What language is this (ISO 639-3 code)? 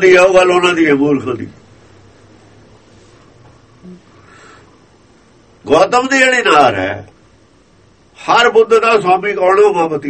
pan